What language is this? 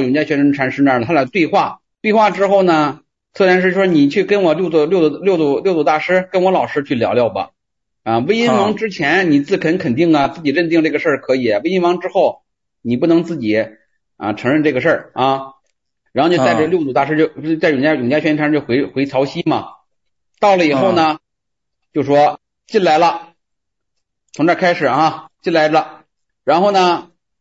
Chinese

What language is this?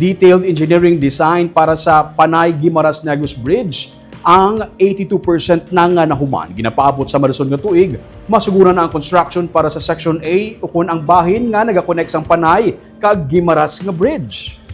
Hiligaynon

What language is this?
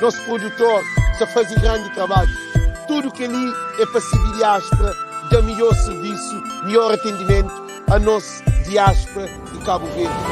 Kabuverdianu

